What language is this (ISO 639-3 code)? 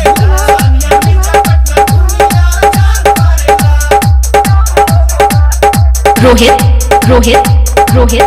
bho